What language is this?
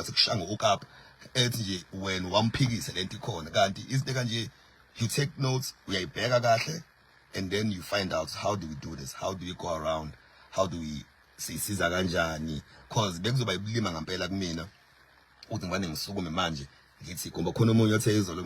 Zulu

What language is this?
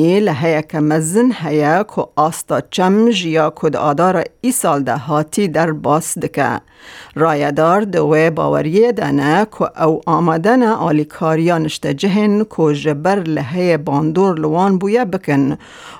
Kurdish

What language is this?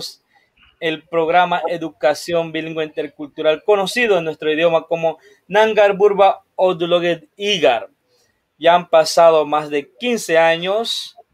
Spanish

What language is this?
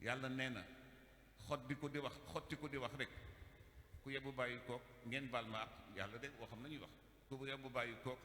Wolof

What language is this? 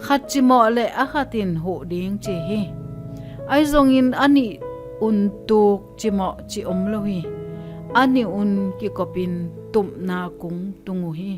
Tedim Chin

